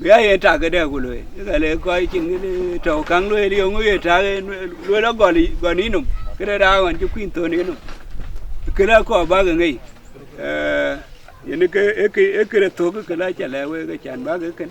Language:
Dinka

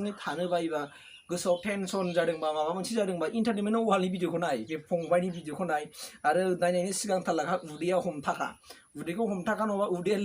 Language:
Bodo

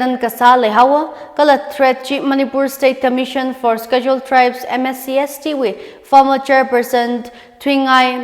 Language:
Tangkhul Naga (India)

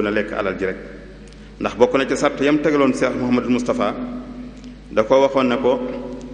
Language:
Wolof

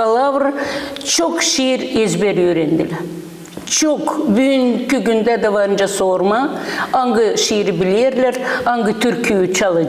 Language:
Gagauz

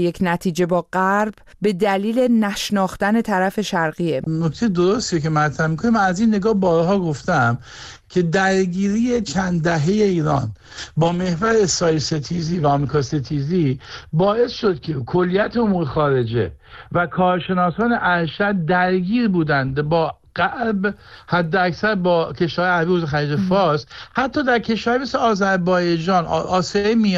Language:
Persian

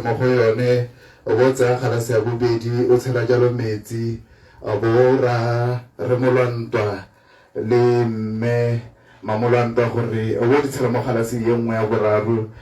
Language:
Tswana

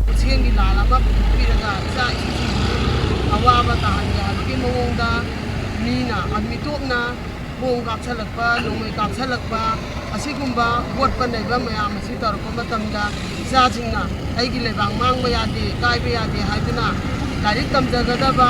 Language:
Manipuri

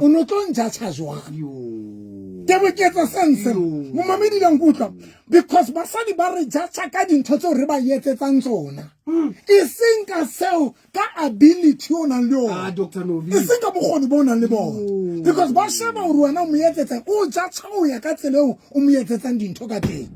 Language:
Southern Sotho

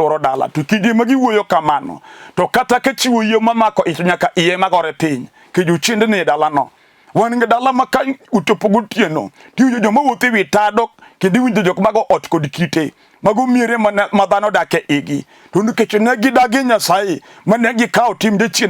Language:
Luo (Kenya and Tanzania)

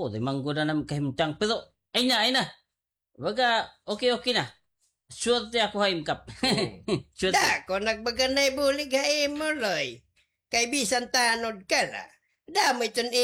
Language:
Waray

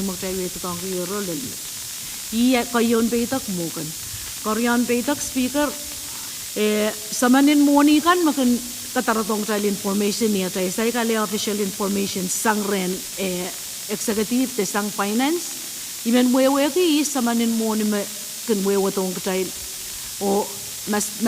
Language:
Pohnpeian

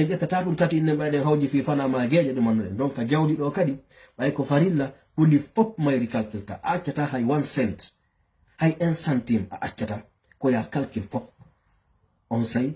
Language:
Fula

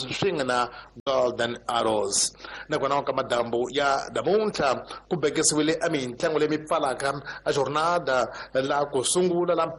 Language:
Tsonga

